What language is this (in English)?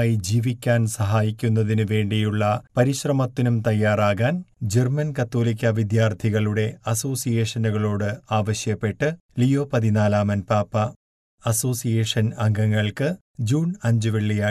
Malayalam